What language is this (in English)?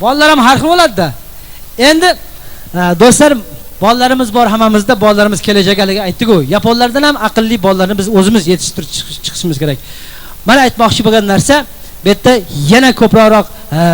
Uzbek